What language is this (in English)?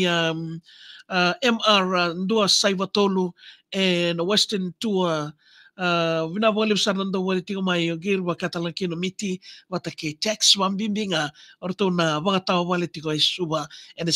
Fijian